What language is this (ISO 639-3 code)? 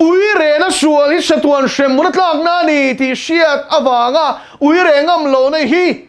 lus